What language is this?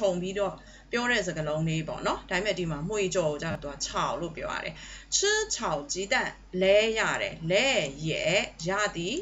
Burmese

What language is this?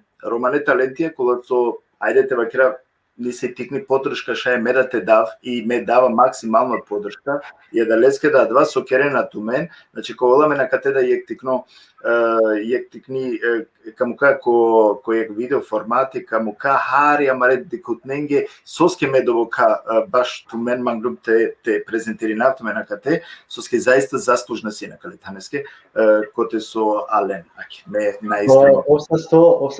Balkan Romani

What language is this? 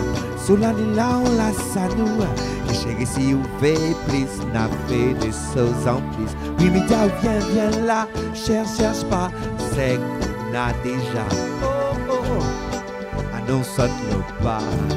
Réunion Creole French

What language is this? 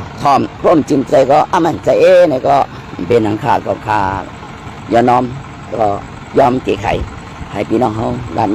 Shan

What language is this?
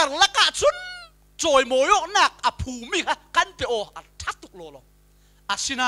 Falam Chin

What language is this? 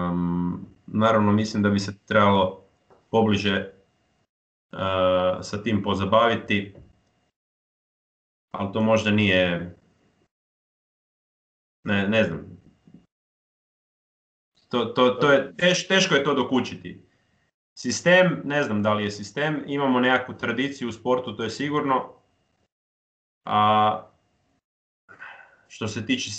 Croatian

